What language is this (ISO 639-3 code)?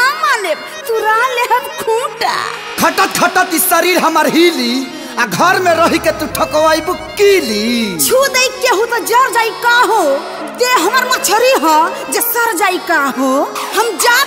bho